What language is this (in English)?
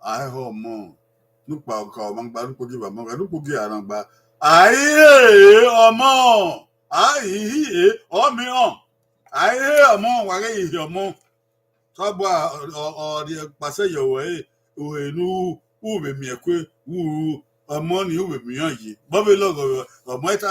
Bini